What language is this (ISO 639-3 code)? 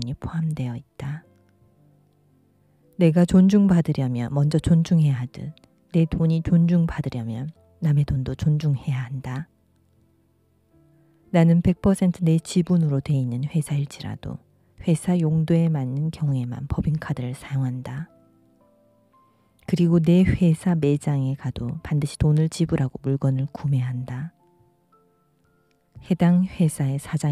kor